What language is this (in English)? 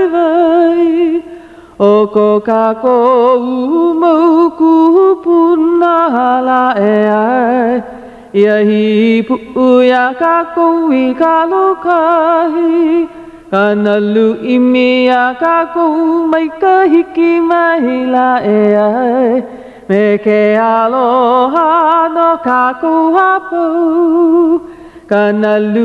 Hawaiian